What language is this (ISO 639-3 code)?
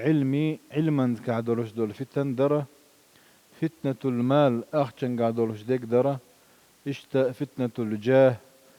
che